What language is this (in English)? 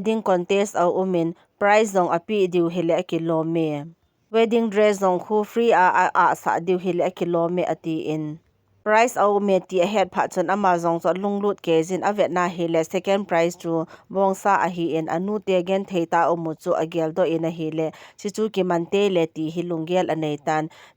Thado Chin